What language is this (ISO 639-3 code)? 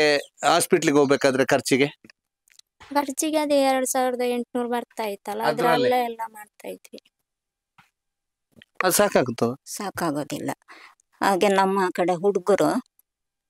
kan